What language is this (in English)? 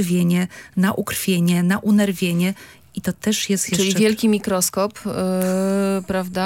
Polish